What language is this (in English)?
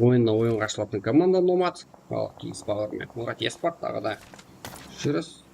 Kara-Kalpak